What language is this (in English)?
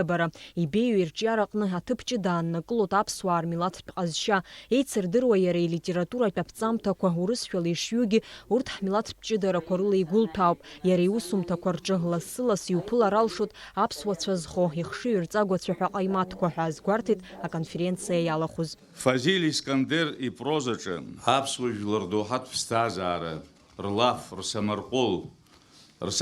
Abkhazian